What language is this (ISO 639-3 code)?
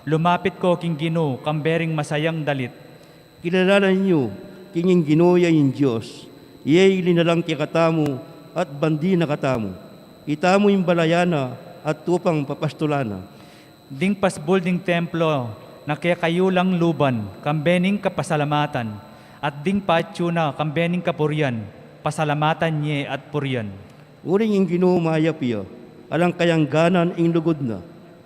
pam